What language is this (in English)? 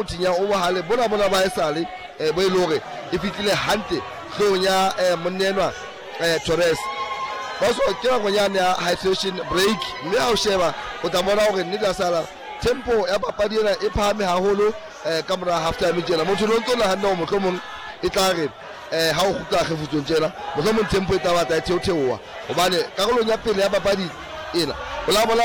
Southern Sotho